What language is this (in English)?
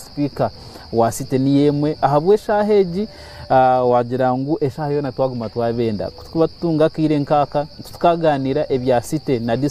Nyankole